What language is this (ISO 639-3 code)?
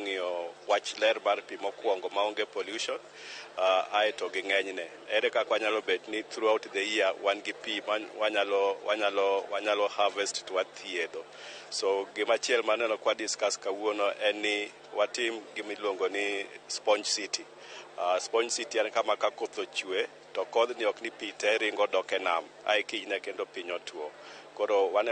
luo